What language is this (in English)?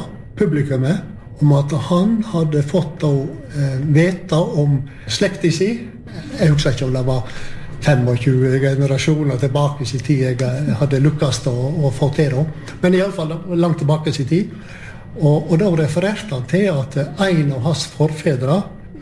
Norwegian